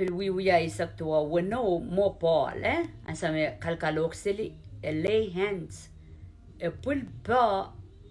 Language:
Pohnpeian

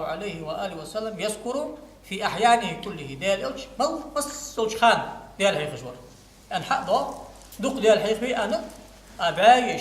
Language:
Ingush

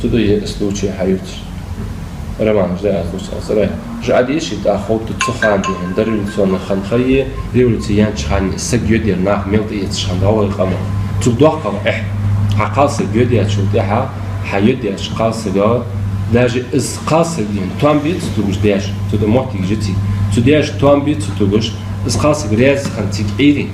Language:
Ingush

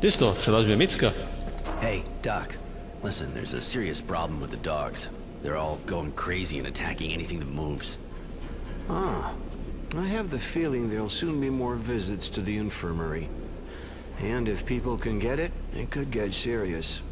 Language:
Bavarian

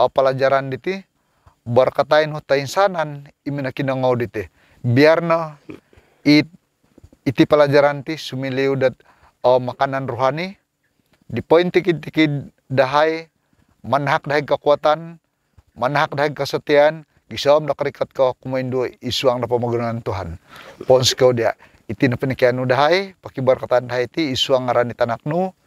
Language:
Central Dusun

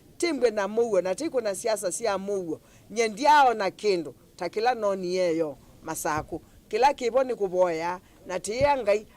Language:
Kamba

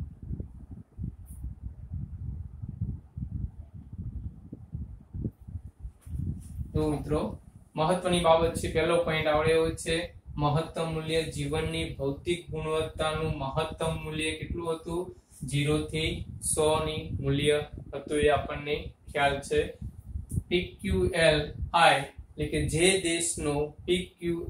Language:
Gujarati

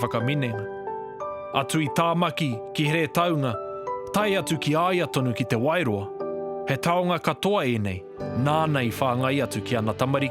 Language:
Māori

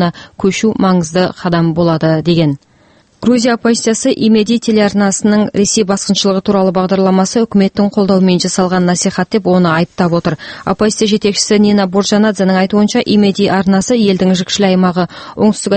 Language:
Kazakh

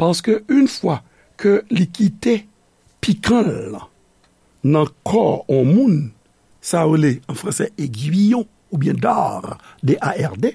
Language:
Haitian Creole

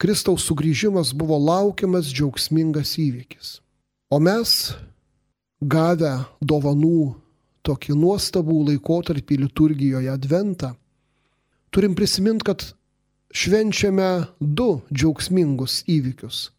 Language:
Lithuanian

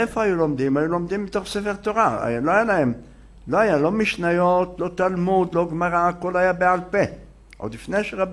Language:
Hebrew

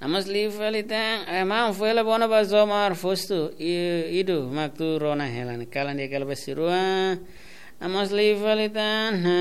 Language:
Tetum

